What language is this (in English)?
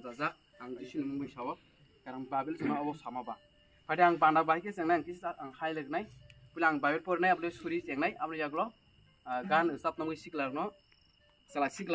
Kok Borok